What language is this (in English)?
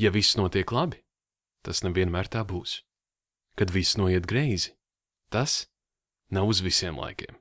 Latvian